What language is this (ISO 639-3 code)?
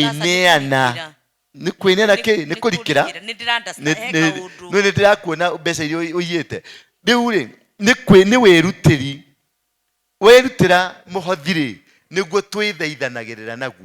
kik